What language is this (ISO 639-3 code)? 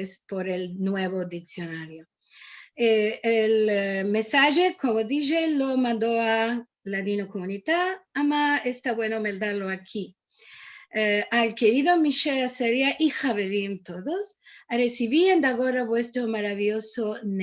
lad